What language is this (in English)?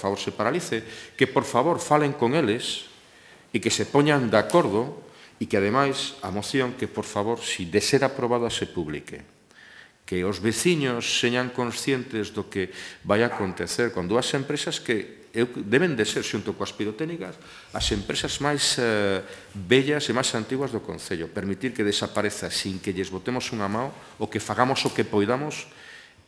Galician